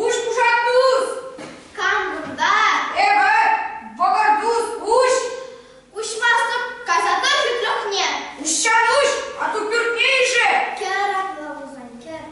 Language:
Chuvash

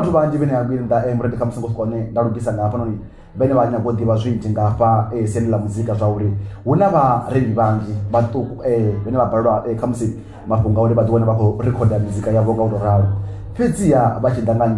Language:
Venda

